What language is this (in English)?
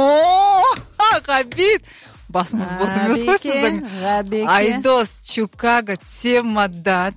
Kazakh